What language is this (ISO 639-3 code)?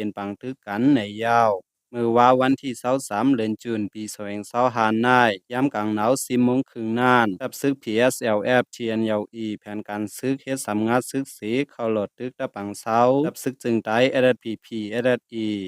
shn